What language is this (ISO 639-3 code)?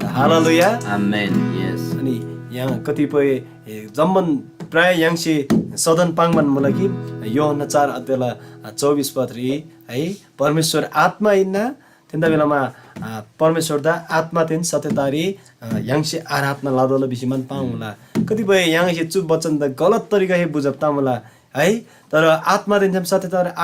taj